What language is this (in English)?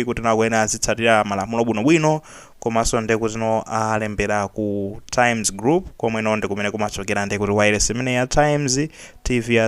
Nyanja